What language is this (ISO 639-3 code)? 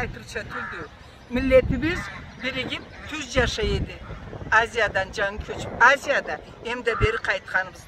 krc